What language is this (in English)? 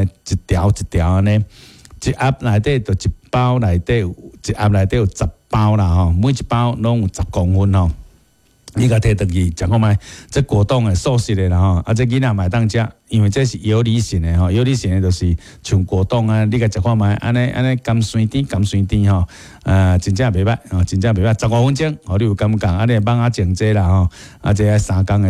Min Nan Chinese